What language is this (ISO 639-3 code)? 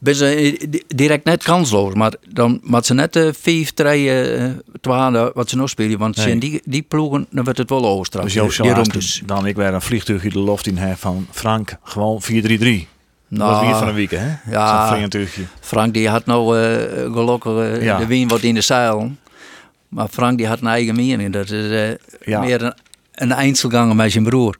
fry